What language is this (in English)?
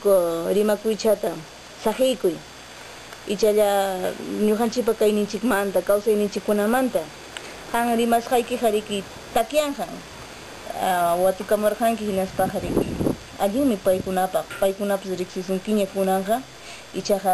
Ayacucho Quechua